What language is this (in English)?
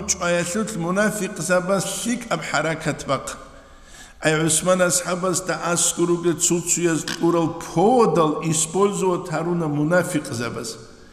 Avaric